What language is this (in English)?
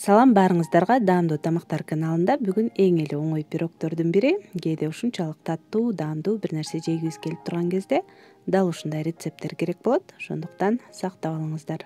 Kyrgyz